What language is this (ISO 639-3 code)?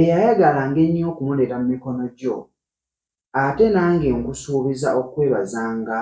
lug